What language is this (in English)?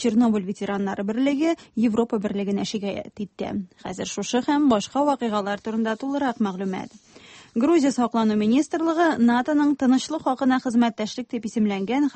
Tatar